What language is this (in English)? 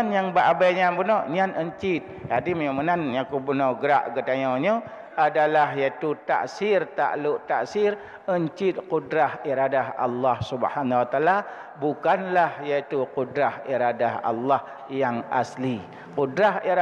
Achinese